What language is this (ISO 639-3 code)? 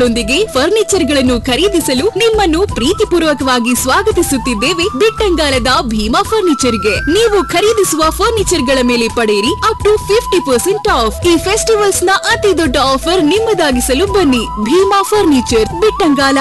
kan